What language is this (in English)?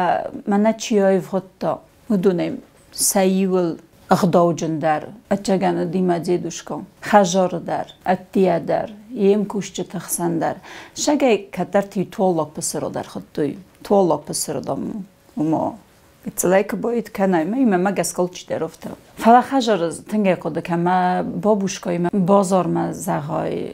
Ossetic